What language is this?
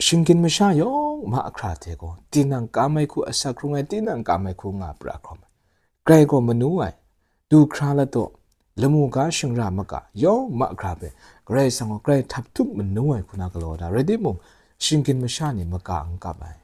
Kachin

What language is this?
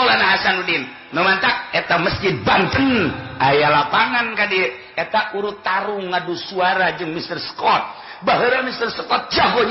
Sundanese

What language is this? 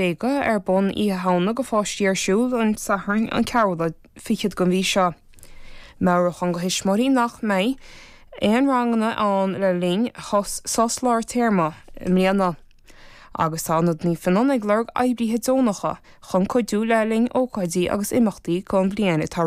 Irish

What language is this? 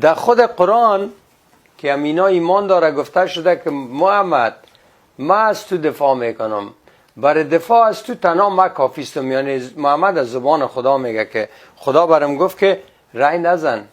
Persian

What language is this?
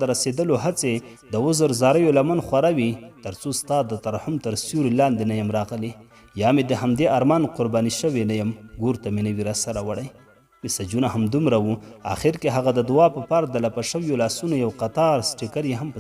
Pashto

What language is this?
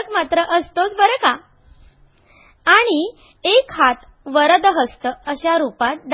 Marathi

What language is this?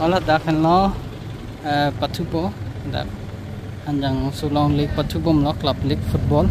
Karbi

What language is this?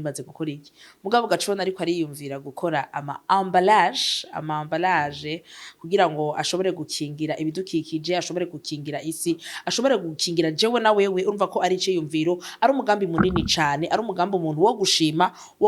Rundi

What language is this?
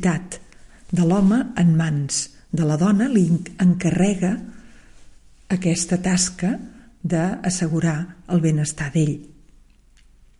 Catalan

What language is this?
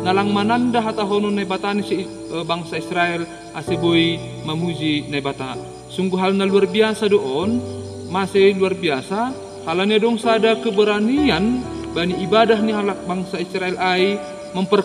Batak Simalungun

